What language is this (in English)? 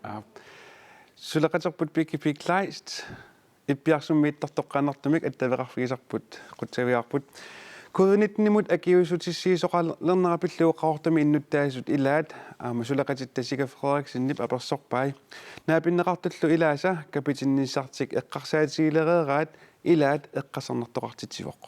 Kalaallisut